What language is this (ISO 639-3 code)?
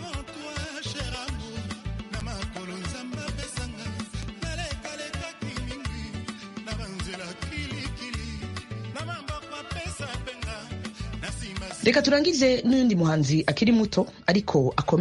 kin